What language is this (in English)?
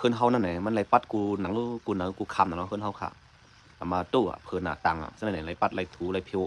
Shan